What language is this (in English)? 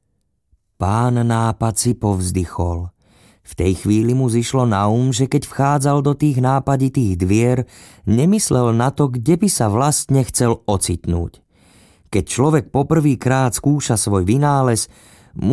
Slovak